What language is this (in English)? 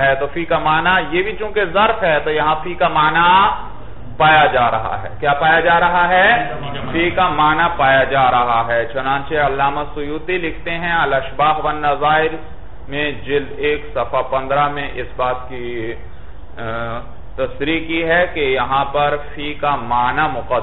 Urdu